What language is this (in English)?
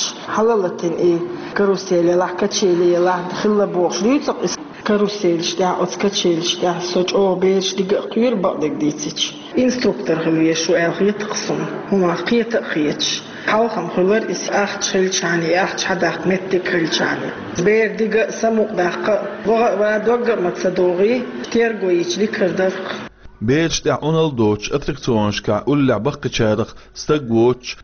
Chechen